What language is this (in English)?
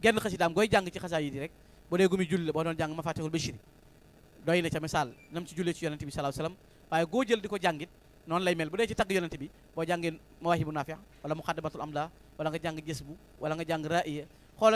Wolof